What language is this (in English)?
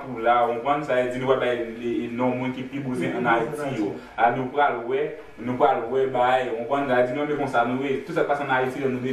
Haitian Creole